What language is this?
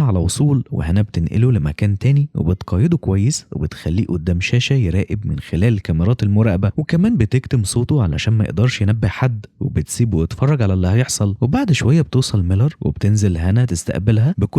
Egyptian Arabic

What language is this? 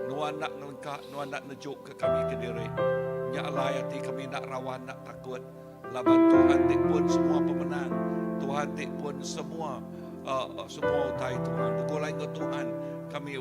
Iban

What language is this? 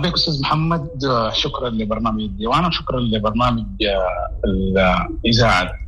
Sudanese Arabic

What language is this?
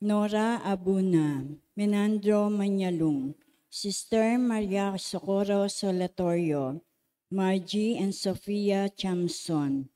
Pampanga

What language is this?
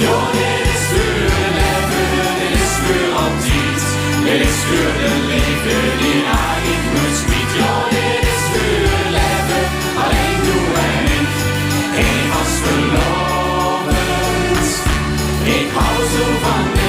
Limburgish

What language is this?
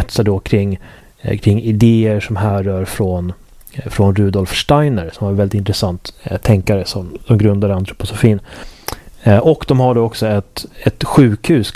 Swedish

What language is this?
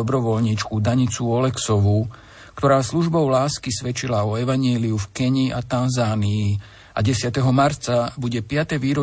Slovak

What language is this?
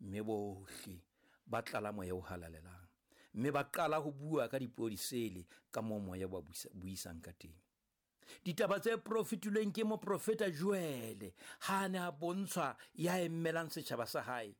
Southern Sotho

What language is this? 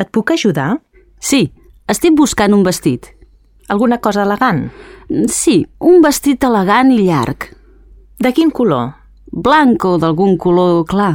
Catalan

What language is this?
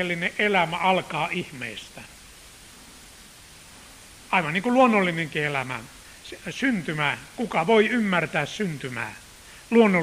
Finnish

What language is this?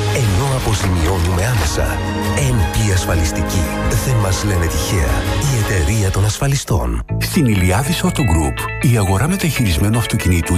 Greek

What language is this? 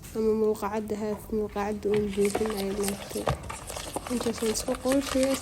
Somali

